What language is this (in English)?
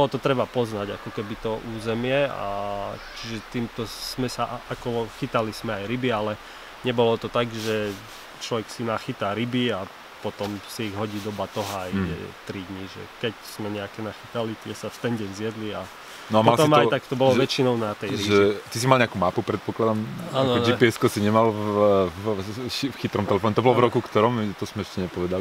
Slovak